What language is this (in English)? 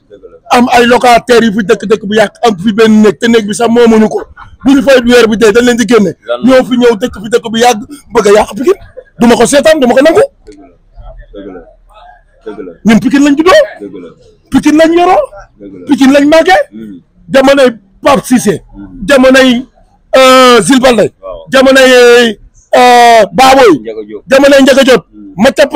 Wolof